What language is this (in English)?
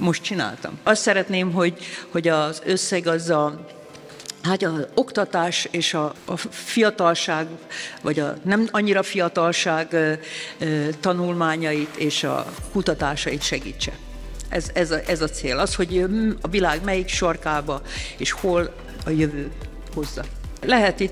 Hungarian